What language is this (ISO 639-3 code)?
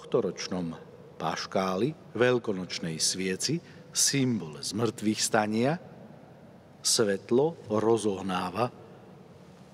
slk